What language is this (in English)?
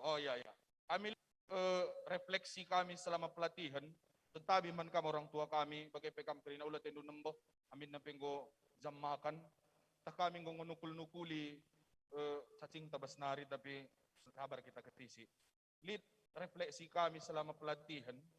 Batak Karo